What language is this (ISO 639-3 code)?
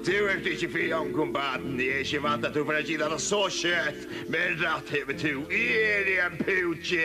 fao